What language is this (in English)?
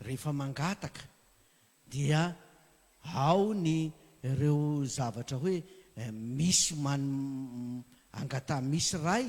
Malagasy